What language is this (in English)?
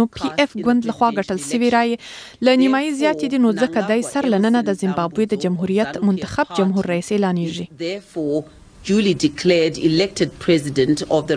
Pashto